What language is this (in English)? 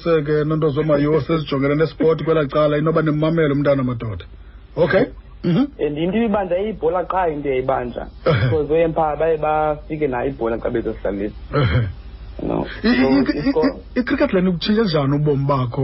Xhosa